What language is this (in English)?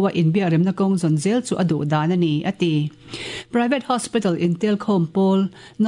Mizo